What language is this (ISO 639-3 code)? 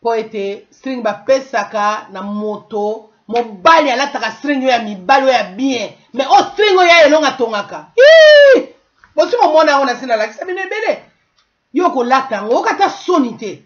lin